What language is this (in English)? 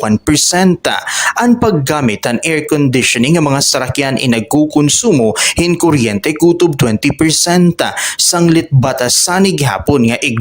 Waray